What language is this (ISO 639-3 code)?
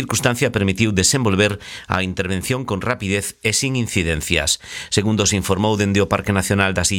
glg